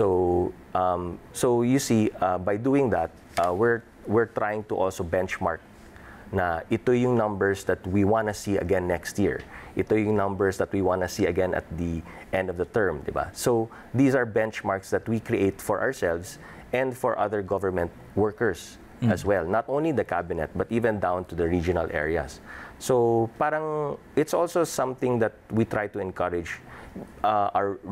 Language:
Filipino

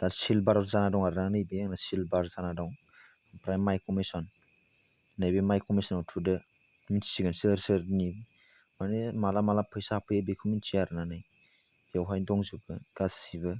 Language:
Bodo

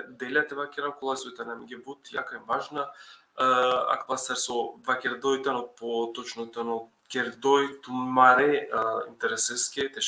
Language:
Balkan Romani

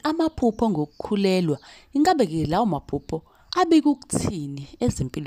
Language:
Zulu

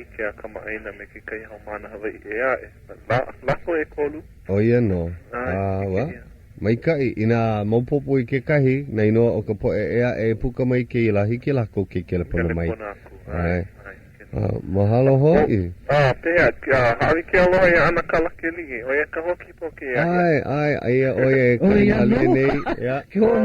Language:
Hawaiian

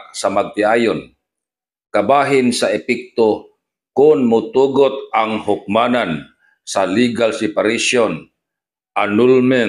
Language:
Cebuano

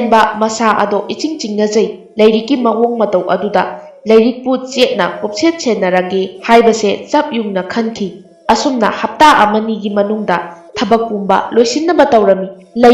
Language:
Manipuri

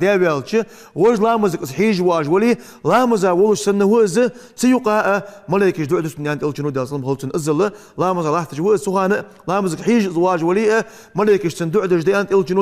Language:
Ingush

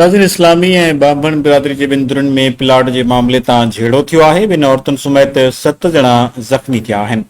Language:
Sindhi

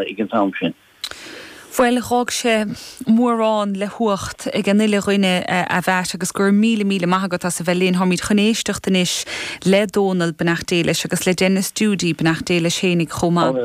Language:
Irish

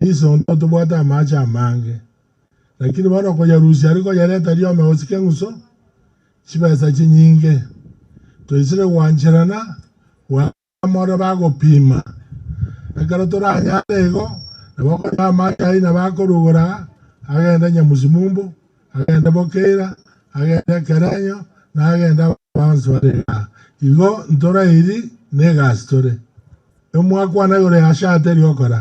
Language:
Gusii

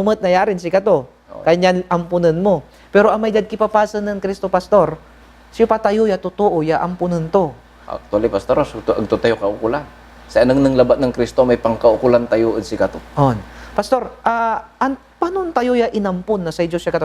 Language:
Pangasinan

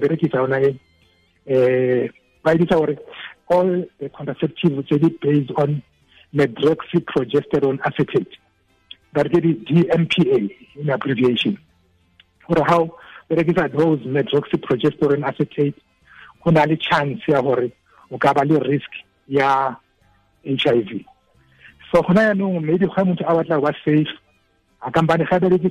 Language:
Tswana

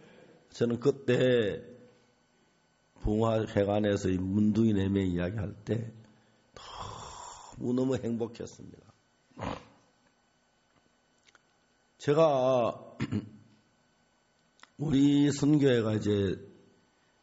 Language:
Korean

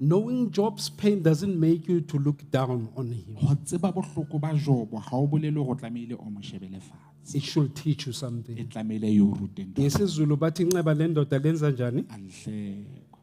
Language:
Southern Sotho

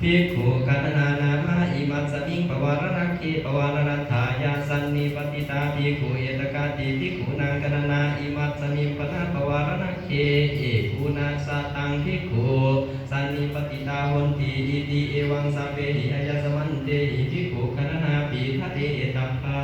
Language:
Pali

